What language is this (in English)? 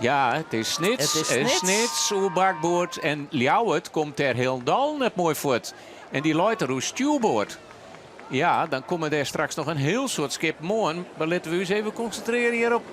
Western Frisian